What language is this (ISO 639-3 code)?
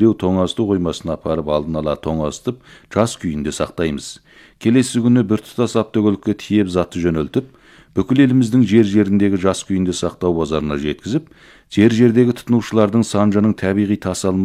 kaz